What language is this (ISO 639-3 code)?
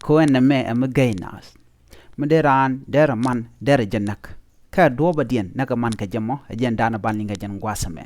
nus